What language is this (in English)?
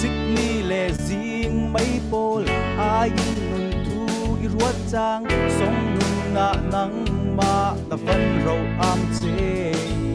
Falam Chin